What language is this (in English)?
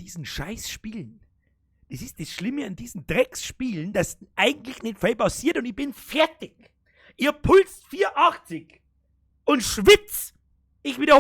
Bavarian